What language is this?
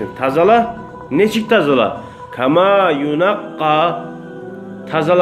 Kumyk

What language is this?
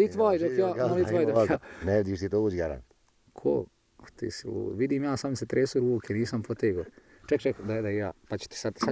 Bosnian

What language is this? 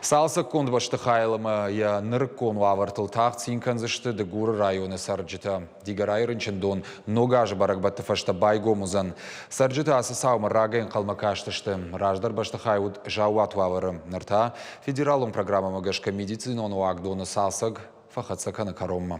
Ossetic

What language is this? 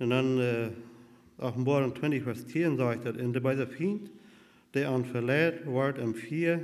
Plautdietsch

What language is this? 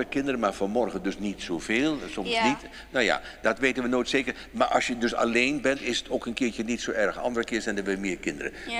Dutch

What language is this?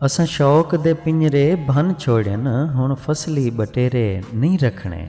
Saraiki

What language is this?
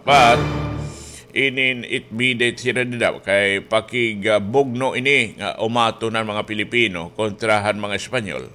Waray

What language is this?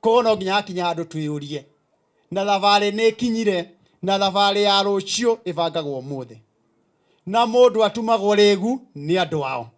Meru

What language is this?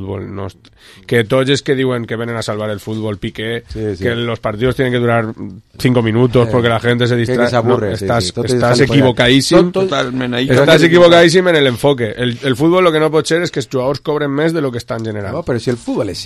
Catalan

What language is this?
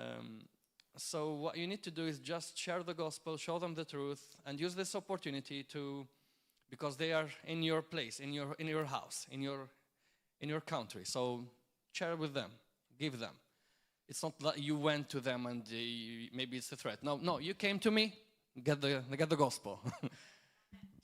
English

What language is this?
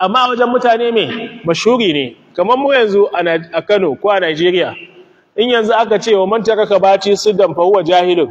Hausa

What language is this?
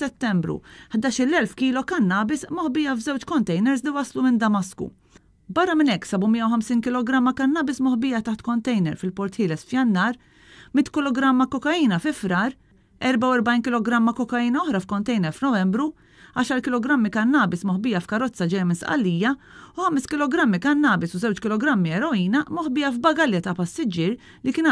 Maltese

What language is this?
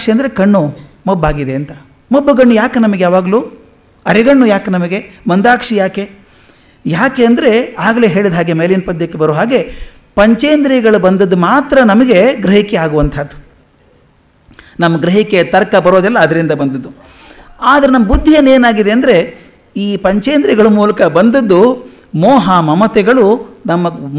Kannada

